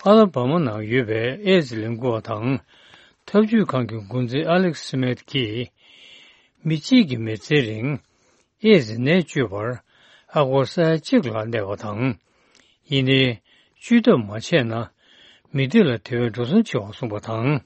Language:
Tibetan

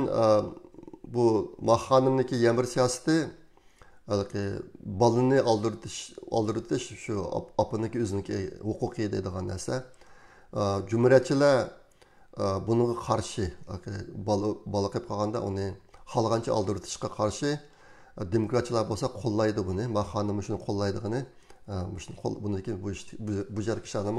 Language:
Uyghur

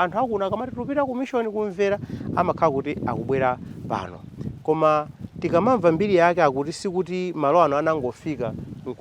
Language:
Nyanja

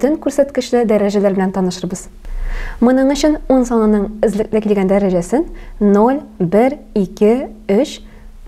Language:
Tatar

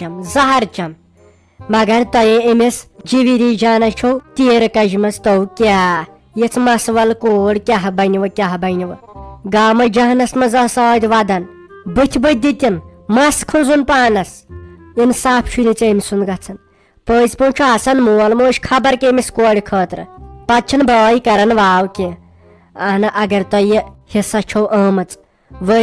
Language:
Kashmiri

